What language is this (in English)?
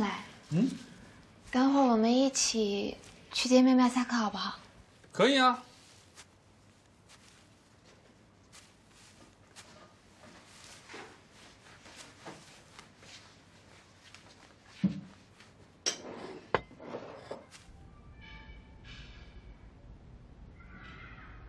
Chinese